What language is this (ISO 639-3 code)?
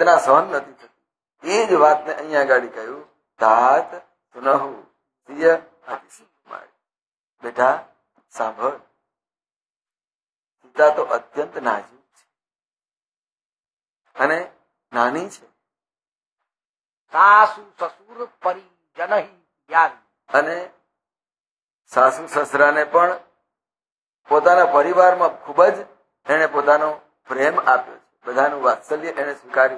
guj